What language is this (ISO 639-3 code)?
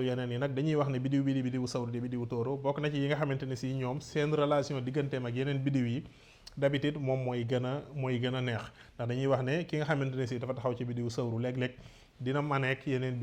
wol